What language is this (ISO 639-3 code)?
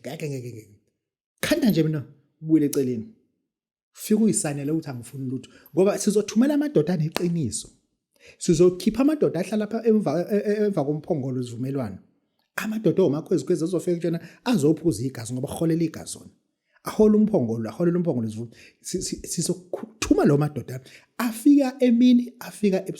zul